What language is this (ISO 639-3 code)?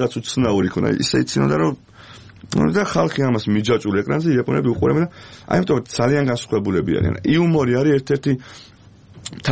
kat